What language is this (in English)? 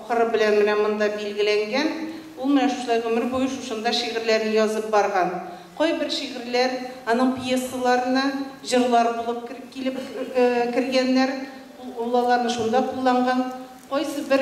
Tatar